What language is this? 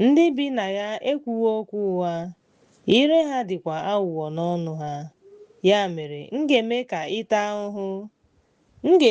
Igbo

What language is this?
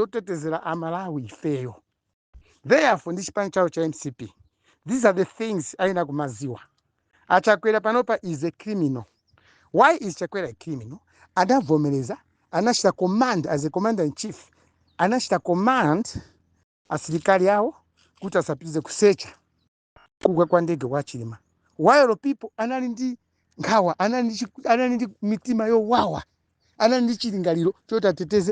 Nyanja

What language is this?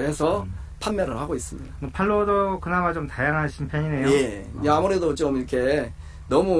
Korean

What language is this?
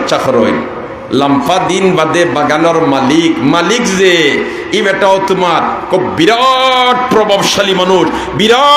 Sylheti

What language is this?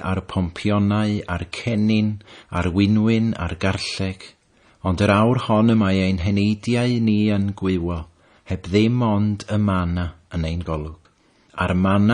Welsh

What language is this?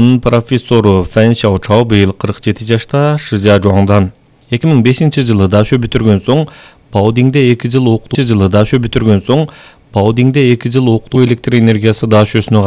Kyrgyz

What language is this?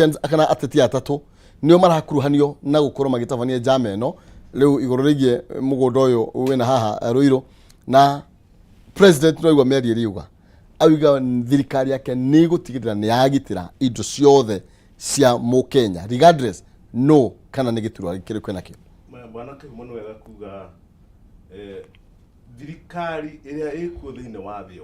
Kikuyu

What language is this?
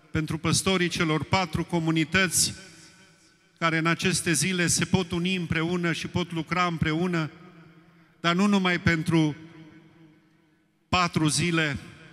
Romanian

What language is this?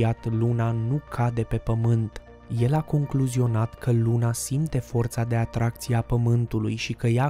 Romanian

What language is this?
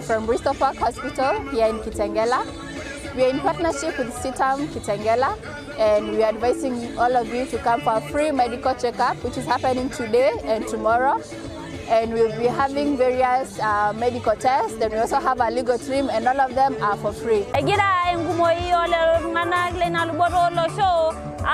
Masai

